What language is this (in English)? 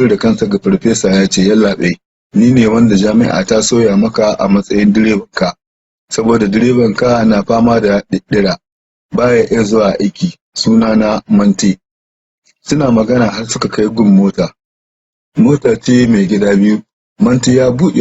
Hausa